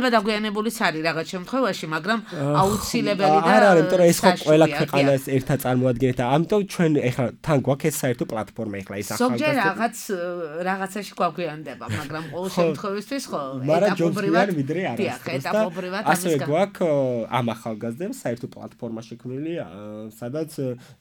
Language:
Georgian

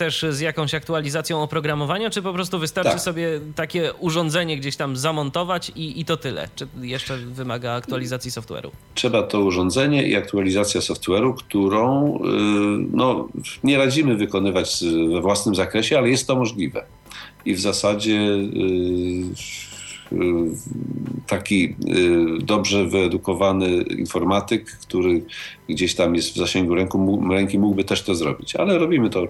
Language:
Polish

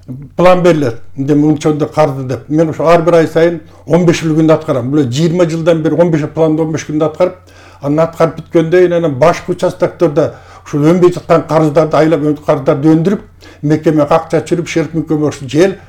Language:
Kyrgyz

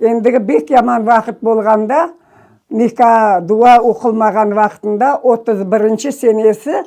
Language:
Crimean Tatar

